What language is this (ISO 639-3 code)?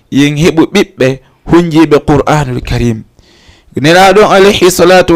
ful